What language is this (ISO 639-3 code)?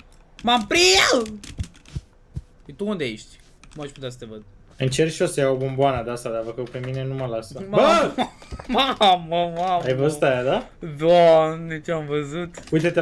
ron